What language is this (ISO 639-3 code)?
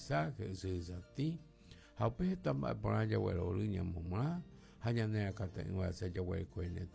grn